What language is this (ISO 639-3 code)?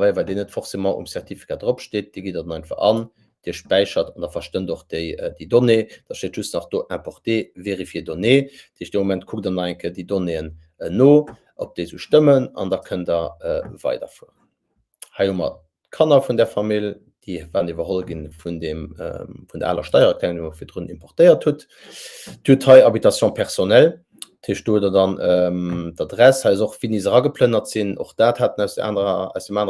ltz